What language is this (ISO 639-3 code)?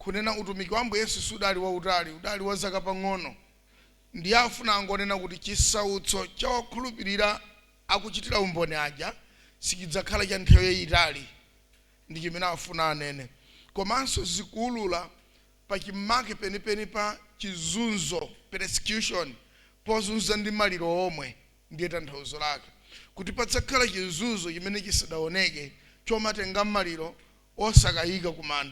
nya